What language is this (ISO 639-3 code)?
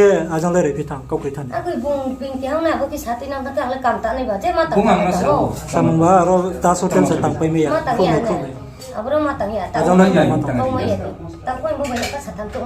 ria